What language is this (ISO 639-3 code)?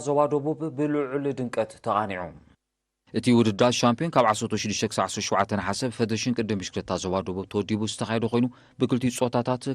tir